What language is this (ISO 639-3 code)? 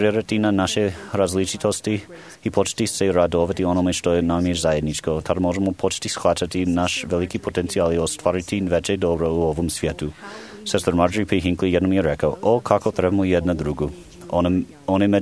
hrv